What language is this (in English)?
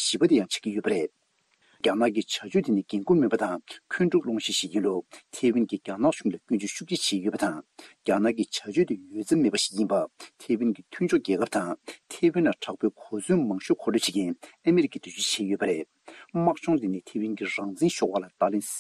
Tibetan